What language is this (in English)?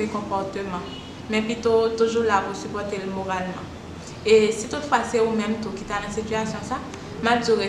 Haitian Creole